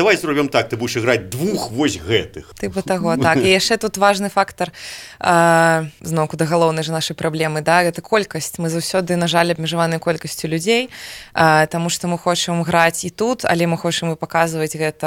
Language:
Belarusian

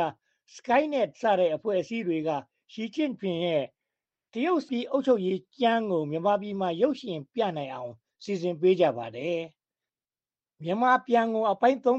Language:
Burmese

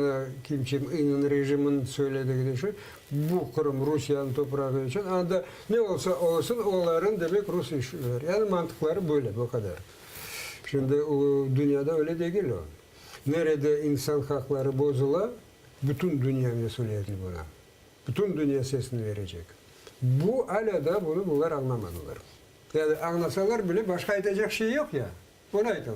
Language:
Crimean Tatar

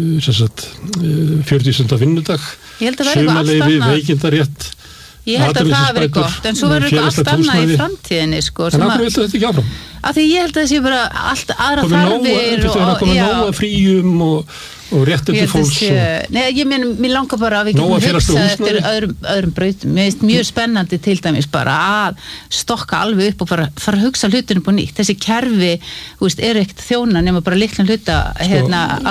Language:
Icelandic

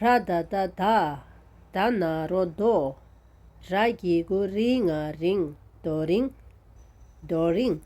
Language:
Tibetan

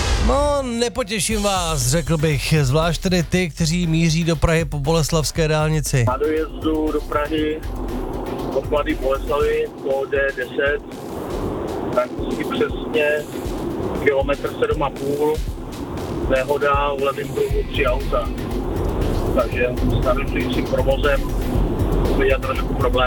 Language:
Czech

